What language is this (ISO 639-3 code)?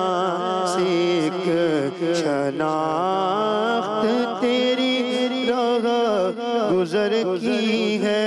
urd